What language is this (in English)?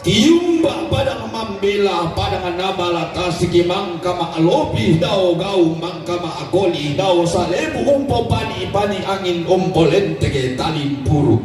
Toraja-Sa'dan